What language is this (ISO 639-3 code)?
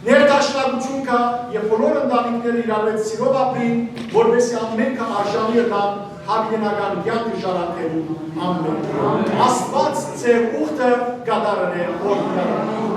hyw